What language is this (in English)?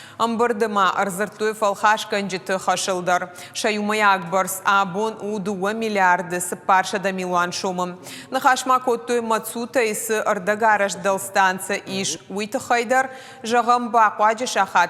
Ossetic